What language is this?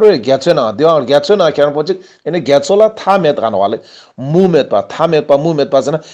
Ladakhi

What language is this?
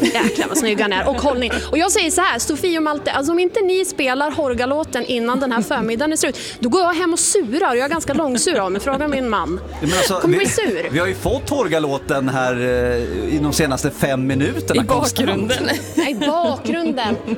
Swedish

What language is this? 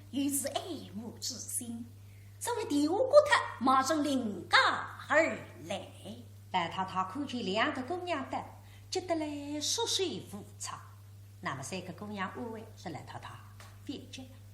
Wu Chinese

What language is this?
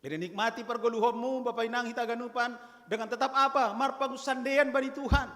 Batak Simalungun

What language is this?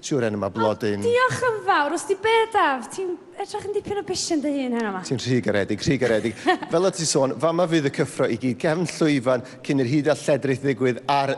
Welsh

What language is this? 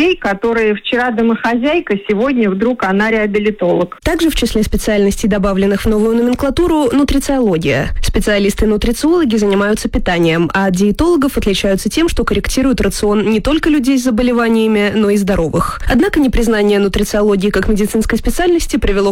Russian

